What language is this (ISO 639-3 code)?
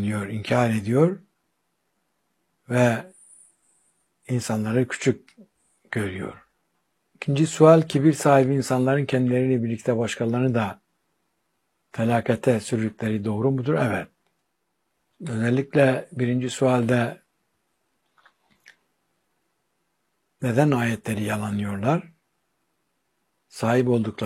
tur